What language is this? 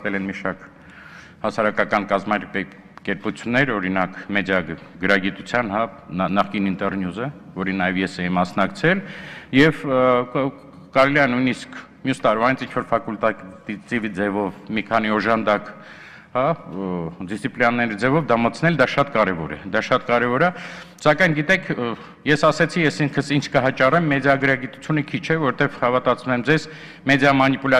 Armenian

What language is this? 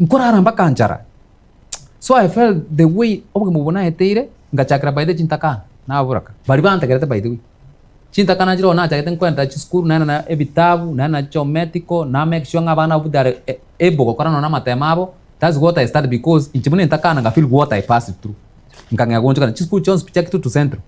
Gusii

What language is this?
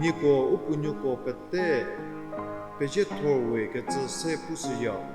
Angami Naga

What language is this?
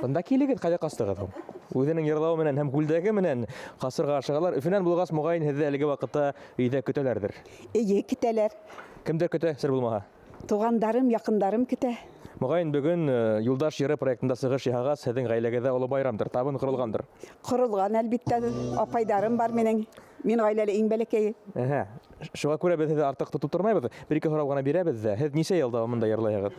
Bashkir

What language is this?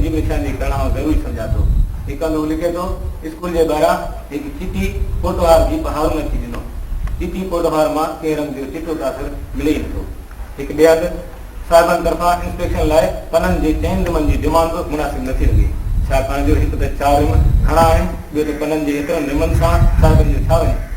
Sindhi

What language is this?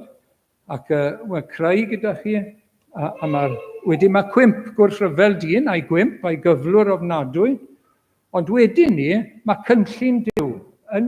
Welsh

